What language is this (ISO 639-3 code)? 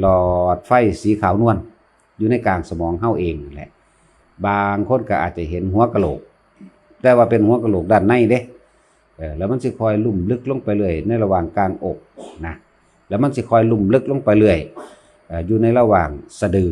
lao